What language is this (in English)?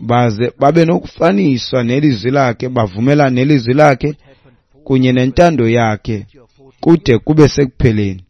Xhosa